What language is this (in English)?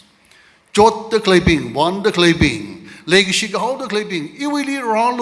Tangkhul Naga (India)